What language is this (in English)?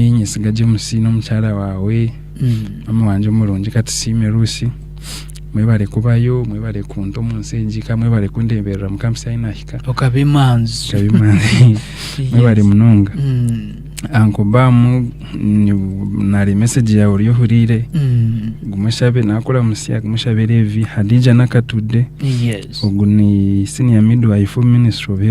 Nyankole